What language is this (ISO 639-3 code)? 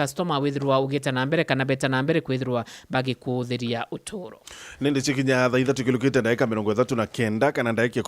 mer